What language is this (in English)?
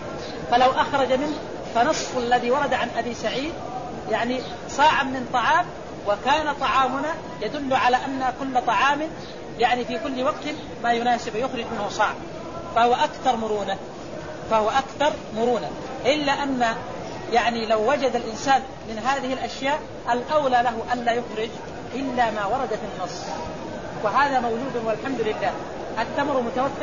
Arabic